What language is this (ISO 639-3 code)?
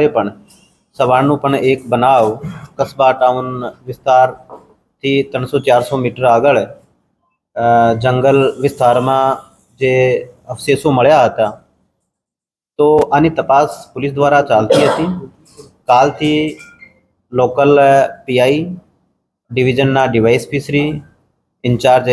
guj